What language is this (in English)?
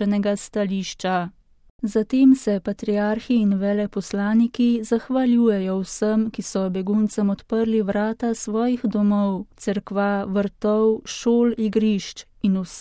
Slovenian